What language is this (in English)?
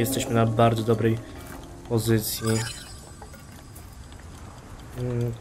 Polish